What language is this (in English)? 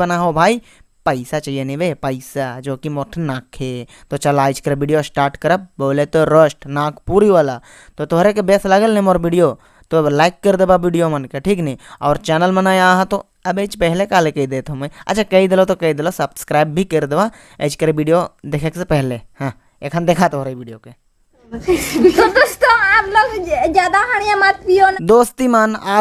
Sadri